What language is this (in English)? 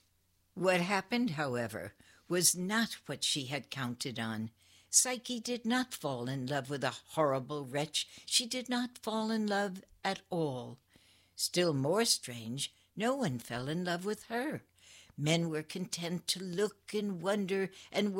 English